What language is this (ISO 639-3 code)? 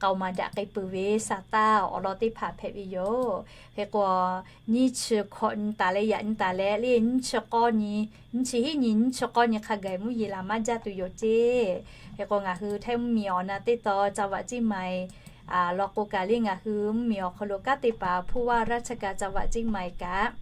lhu